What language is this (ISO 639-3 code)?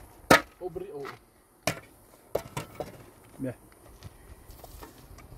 fas